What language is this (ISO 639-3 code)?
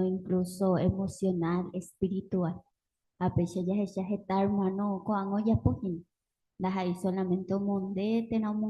grn